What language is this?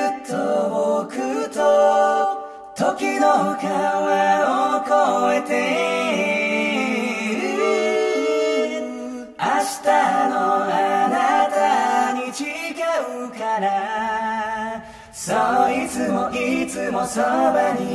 Japanese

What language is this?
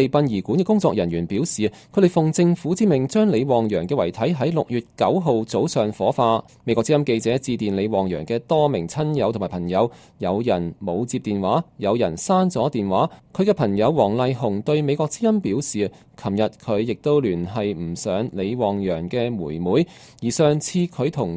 Cantonese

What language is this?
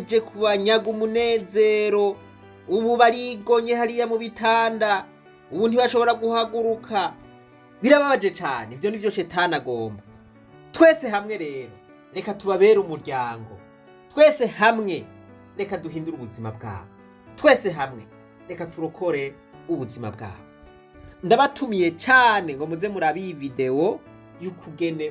Rundi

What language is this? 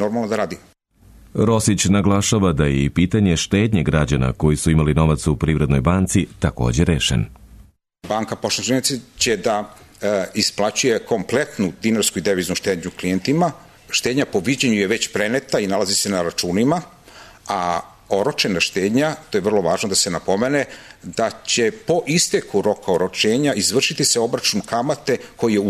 Serbian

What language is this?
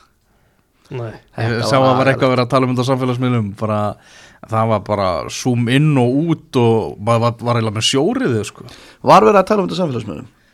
Icelandic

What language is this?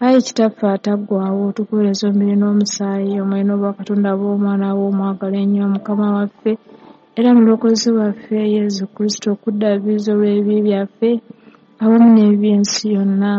Ganda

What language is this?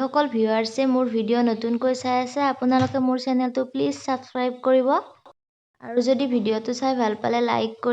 Assamese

